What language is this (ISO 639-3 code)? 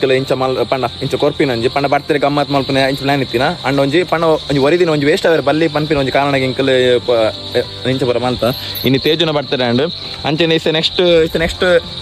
tcy